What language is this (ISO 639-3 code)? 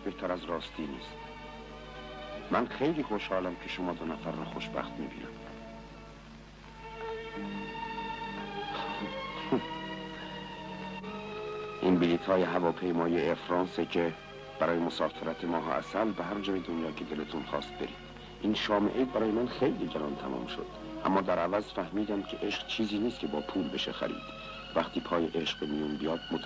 fas